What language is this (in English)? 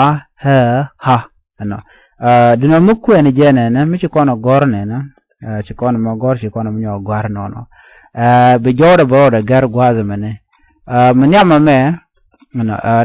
Nuer